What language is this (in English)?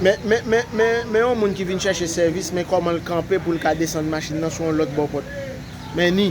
Haitian Creole